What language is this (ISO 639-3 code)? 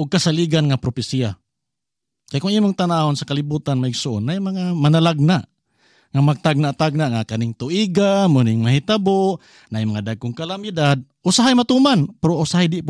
ceb